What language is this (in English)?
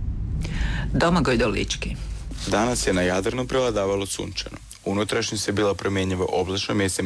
Croatian